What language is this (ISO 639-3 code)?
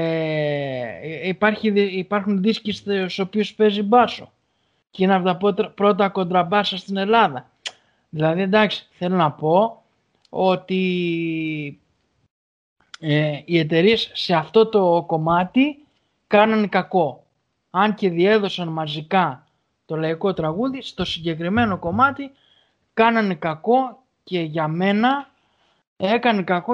ell